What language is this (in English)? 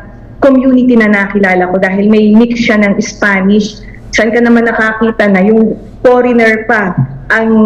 Filipino